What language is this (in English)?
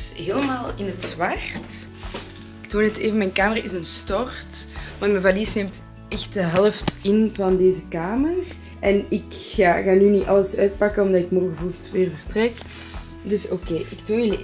Dutch